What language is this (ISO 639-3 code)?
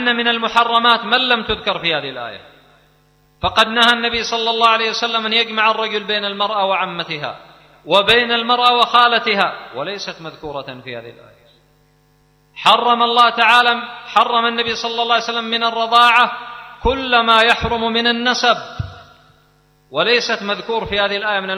ara